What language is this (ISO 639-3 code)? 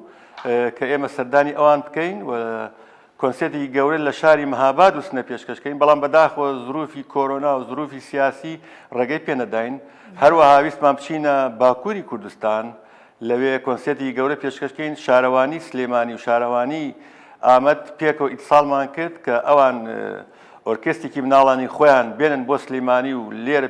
ckb